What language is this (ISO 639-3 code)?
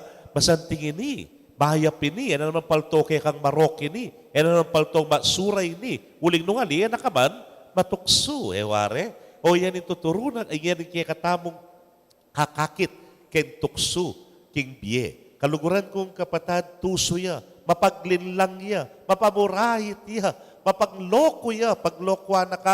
pam